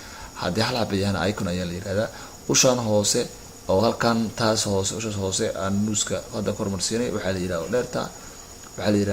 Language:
Somali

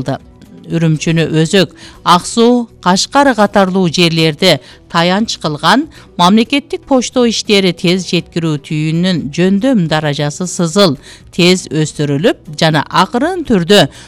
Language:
Kyrgyz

